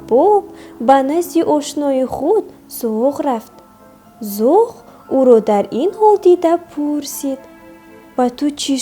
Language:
Tajik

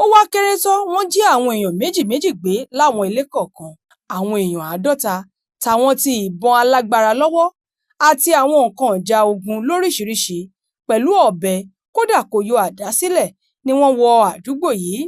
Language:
Yoruba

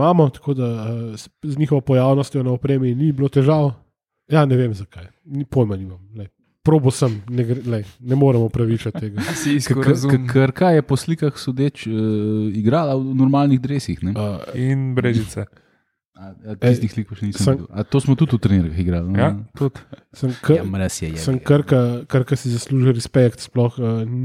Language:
Slovenian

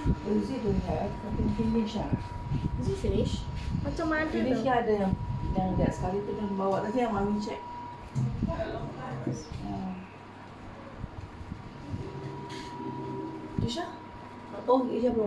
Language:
Indonesian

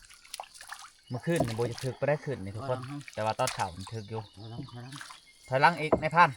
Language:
Lao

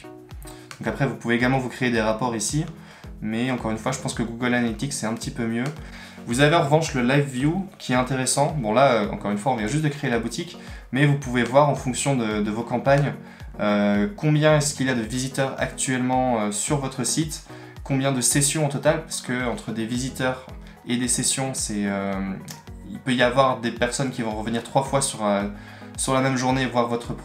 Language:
French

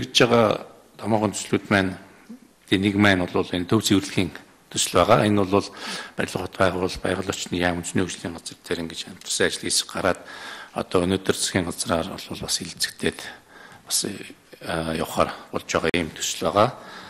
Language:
Mongolian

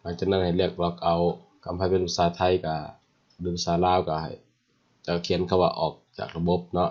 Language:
Lao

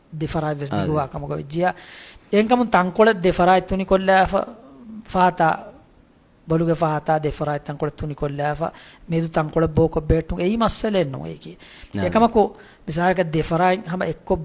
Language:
Divehi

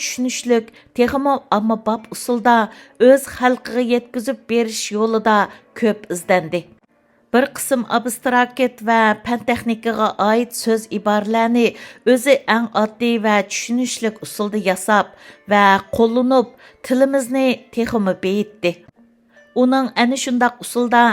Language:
Uyghur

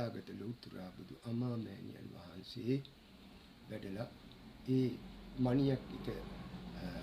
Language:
Sinhala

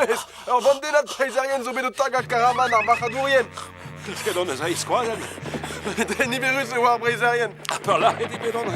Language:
Breton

